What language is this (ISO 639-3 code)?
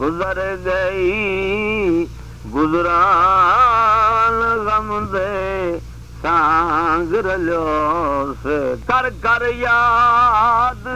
skr